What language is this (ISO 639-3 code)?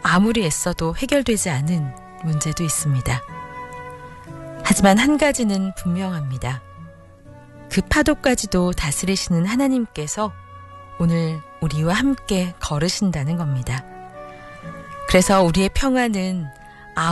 kor